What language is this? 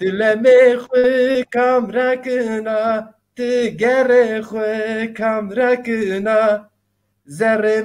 Zaza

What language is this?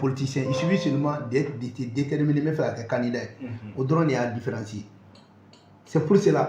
Bambara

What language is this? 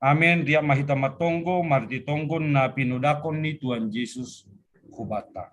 Batak Simalungun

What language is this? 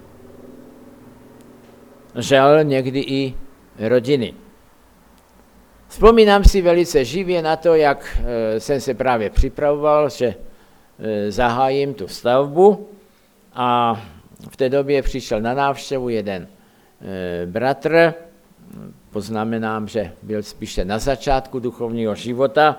Czech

